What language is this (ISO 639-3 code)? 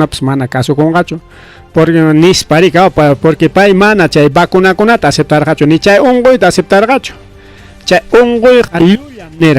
quy